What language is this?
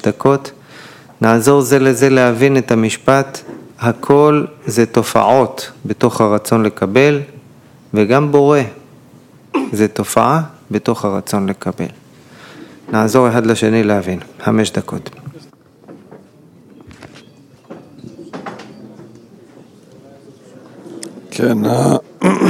Hebrew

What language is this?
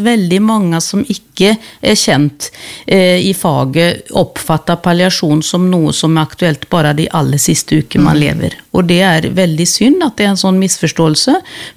Norwegian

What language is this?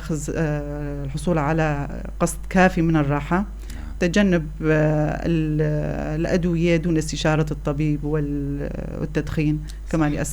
North Levantine Arabic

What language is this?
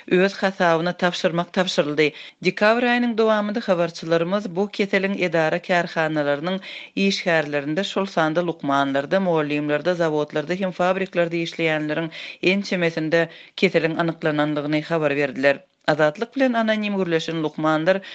Turkmen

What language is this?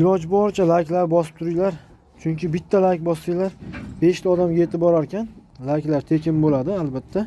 Uzbek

